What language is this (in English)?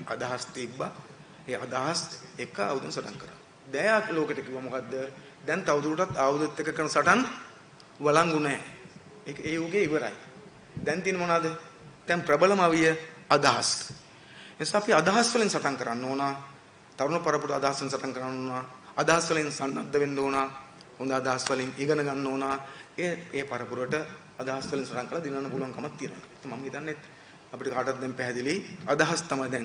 Sinhala